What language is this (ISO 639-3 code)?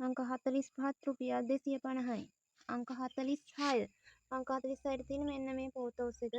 sin